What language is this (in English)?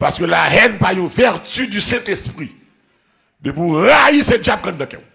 Haitian Creole